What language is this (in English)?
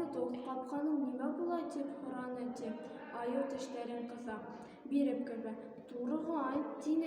Bashkir